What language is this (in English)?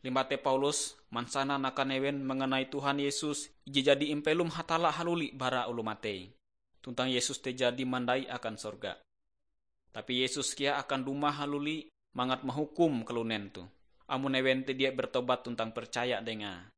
Ngaju